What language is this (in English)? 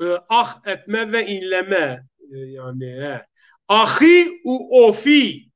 Zaza